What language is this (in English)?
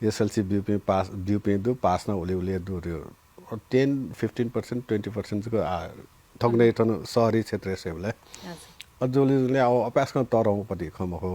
Newari